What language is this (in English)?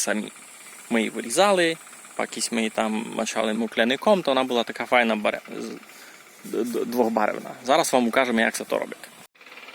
Rusyn